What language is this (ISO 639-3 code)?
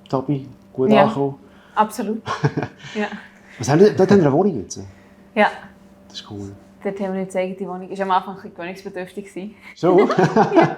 gsw